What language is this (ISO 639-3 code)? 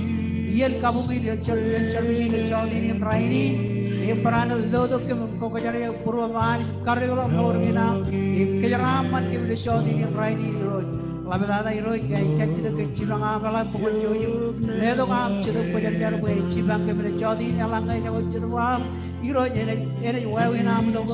mah